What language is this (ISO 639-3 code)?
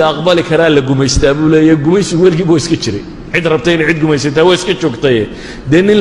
som